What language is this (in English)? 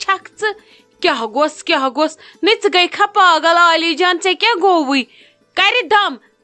Kashmiri